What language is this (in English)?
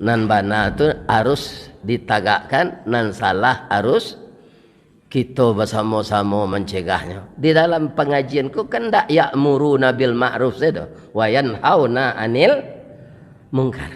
Minangkabau